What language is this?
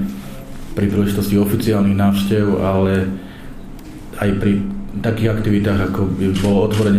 Slovak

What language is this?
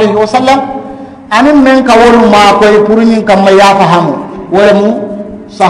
Mandingo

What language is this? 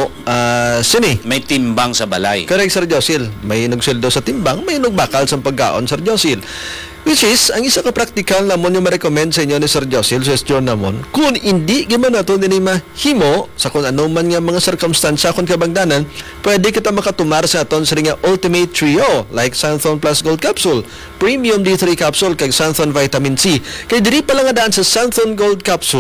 Hiligaynon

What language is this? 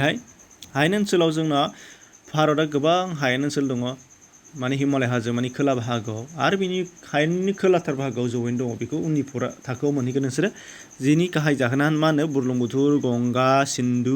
Bodo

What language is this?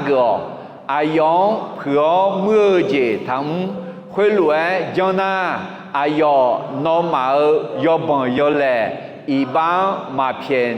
Akha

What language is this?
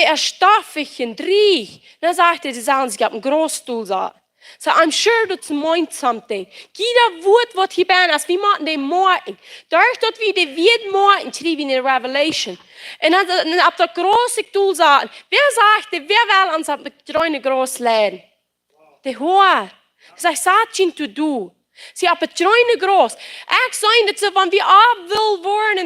Plautdietsch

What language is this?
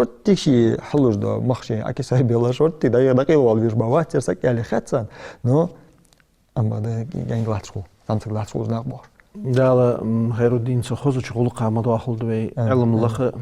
Ingush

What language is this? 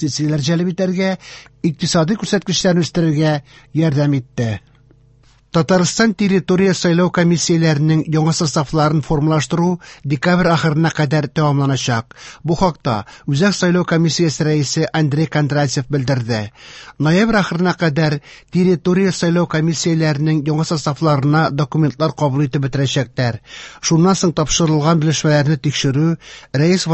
Tatar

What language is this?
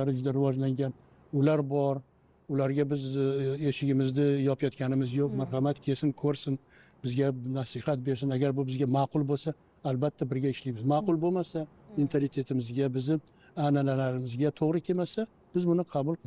Uzbek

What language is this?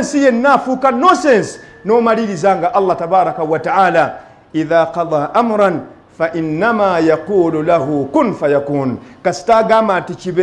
Ganda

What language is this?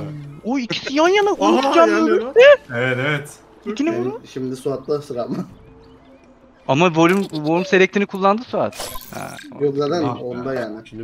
Turkish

